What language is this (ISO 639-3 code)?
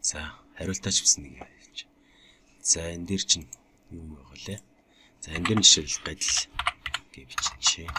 mon